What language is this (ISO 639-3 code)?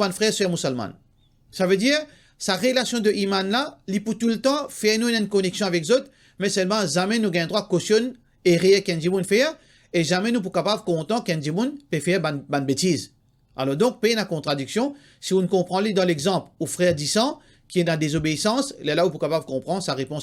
mfe